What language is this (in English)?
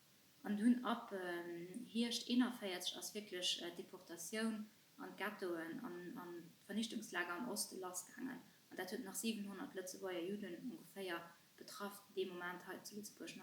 Luxembourgish